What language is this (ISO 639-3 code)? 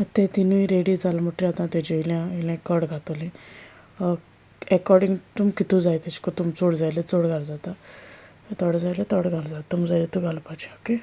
kok